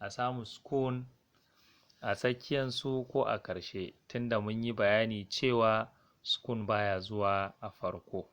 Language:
Hausa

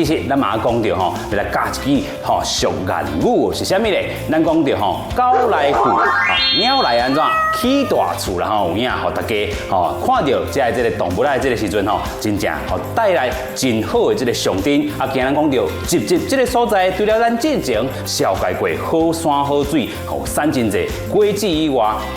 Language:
Min Nan Chinese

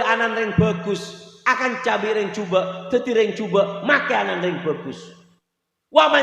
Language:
Madurese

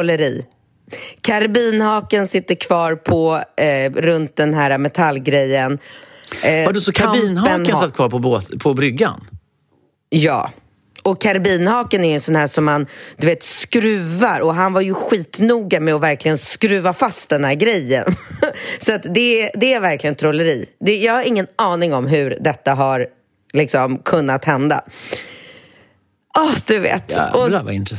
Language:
Swedish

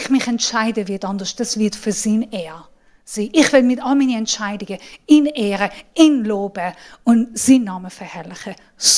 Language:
Swiss German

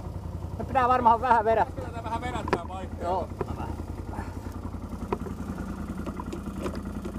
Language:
Finnish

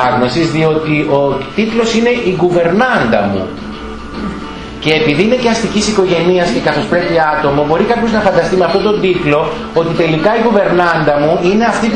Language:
Greek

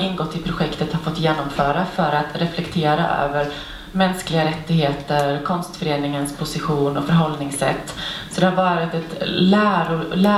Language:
Swedish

